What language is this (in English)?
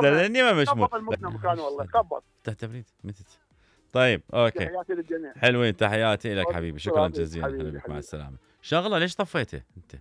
Mesopotamian Arabic